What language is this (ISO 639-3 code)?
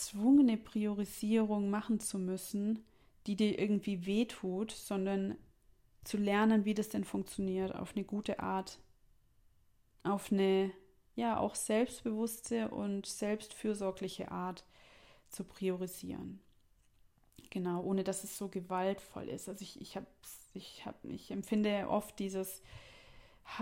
deu